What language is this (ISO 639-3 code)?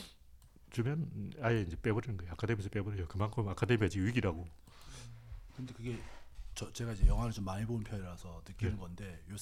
kor